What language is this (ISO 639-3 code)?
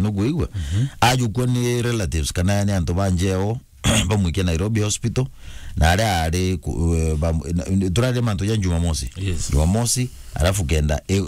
mer